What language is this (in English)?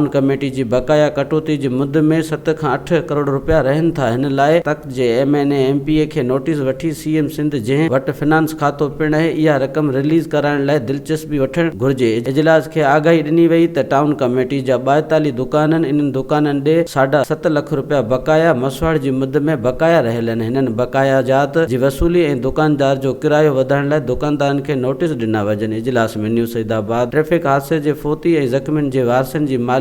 Sindhi